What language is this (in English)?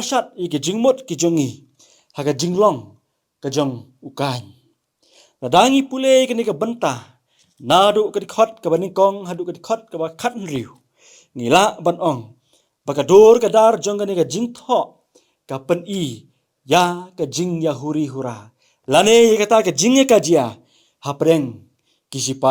Khasi